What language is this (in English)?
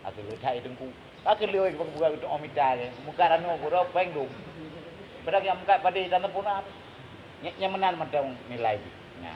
Achinese